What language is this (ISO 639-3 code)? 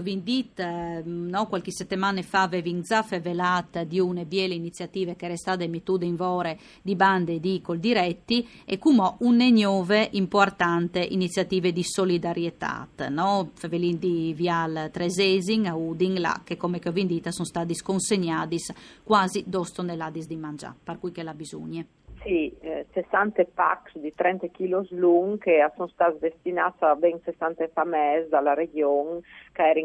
fur